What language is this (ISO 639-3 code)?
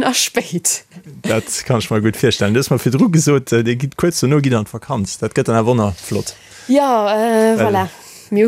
ltz